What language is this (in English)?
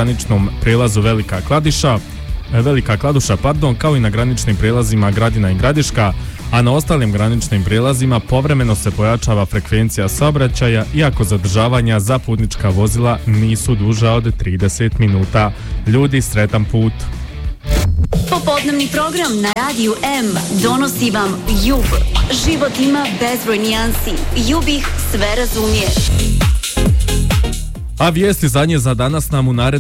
Bosnian